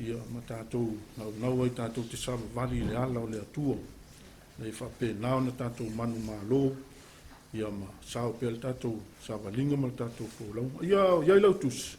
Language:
Samoan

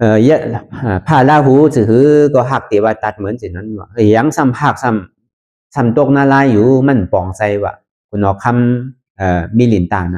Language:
Shan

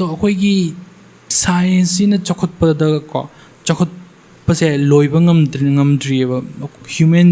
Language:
Manipuri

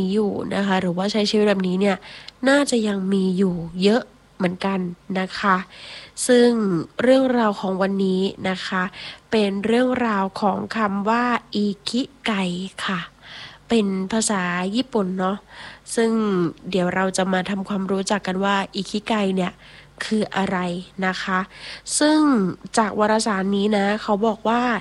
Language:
Thai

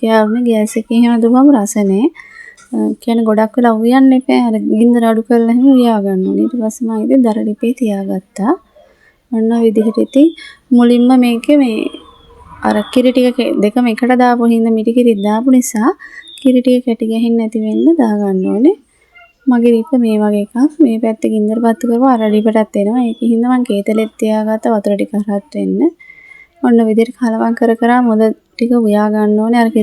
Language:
Sinhala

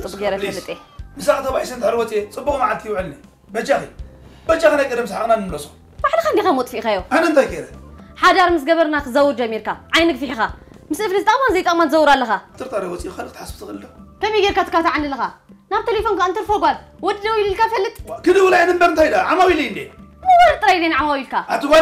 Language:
Tigrinya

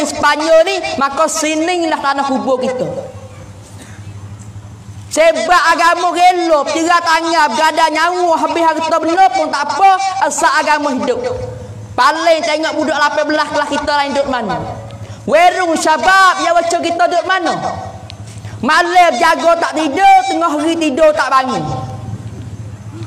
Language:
Pattani Malay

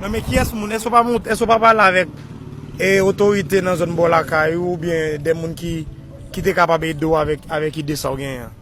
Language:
Haitian Creole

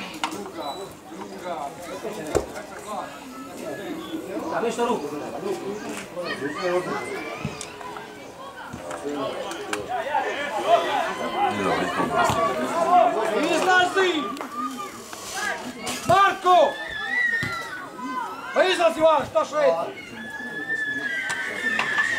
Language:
Croatian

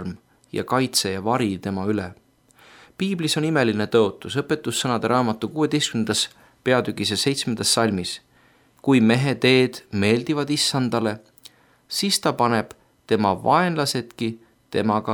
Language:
Estonian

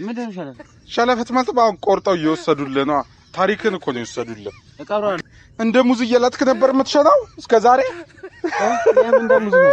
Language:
Amharic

